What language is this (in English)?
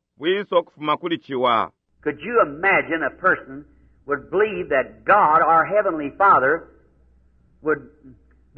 Bemba